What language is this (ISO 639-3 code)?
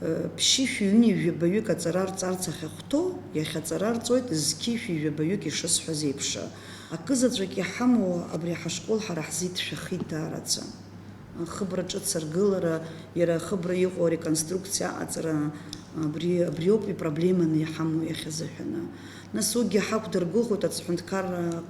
abk